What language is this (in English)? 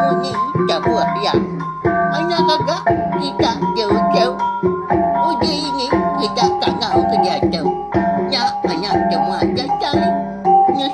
Iban